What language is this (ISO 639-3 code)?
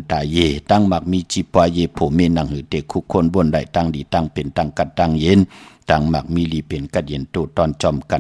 shn